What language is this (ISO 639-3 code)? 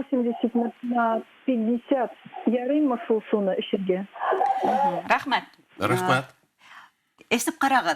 bak